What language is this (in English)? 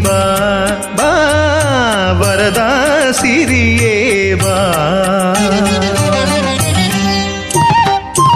Kannada